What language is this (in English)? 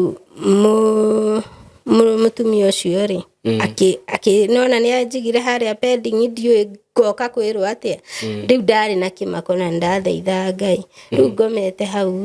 Kikuyu